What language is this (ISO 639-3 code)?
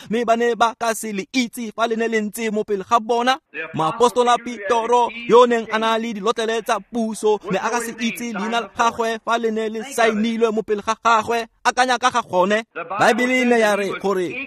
tsn